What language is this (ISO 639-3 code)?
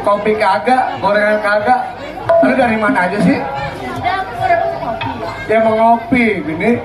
bew